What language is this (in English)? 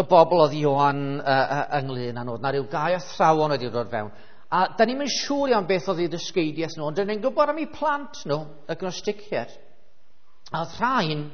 Welsh